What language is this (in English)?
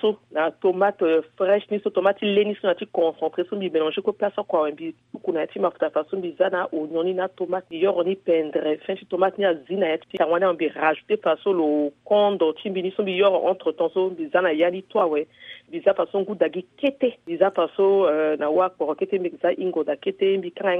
Sango